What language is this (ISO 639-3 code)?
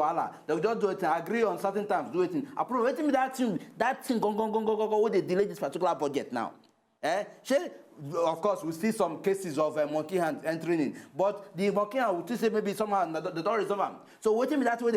pcm